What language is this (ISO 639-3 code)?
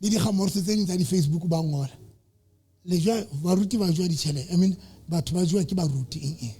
sot